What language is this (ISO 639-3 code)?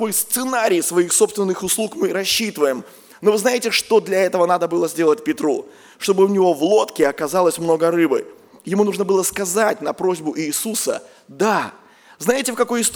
rus